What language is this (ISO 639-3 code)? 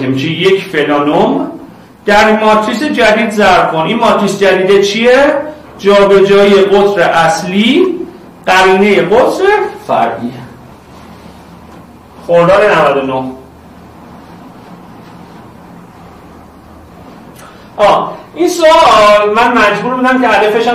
fas